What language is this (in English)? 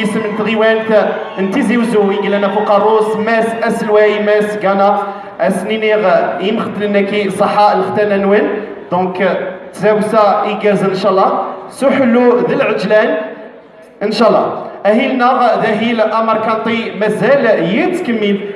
Kabyle